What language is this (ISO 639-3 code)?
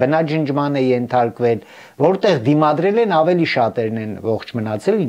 hye